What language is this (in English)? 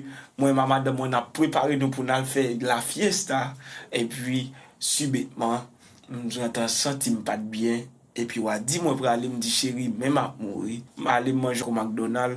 Haitian Creole